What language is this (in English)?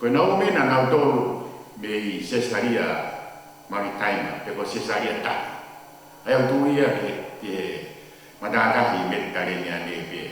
Tongan